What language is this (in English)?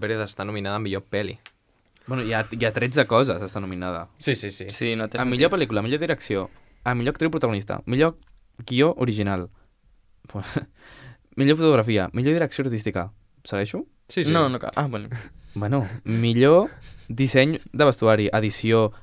Catalan